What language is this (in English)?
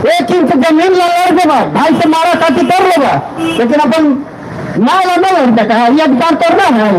Magahi